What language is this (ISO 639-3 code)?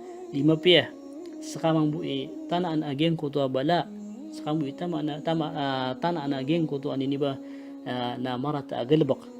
mrw